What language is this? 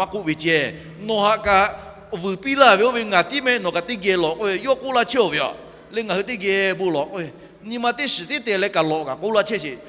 Lahu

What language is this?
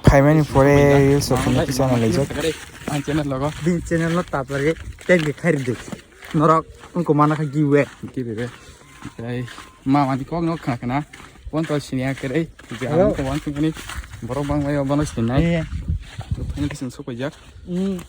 Kok Borok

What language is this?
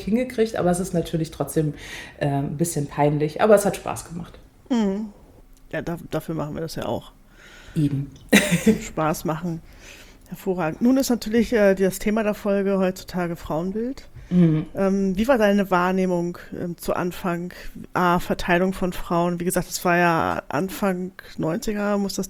German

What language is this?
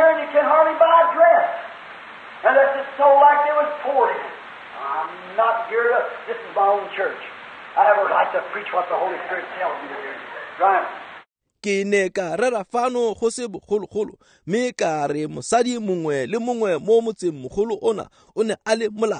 Tswana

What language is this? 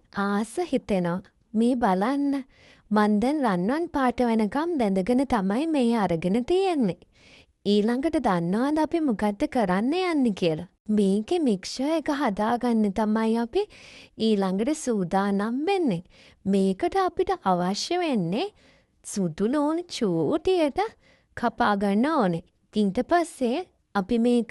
Sinhala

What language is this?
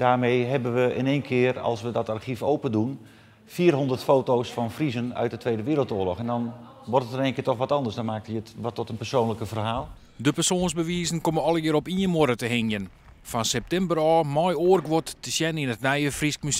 Western Frisian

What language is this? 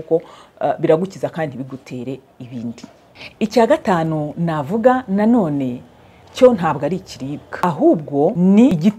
Kinyarwanda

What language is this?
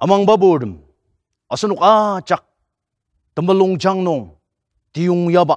Ao Naga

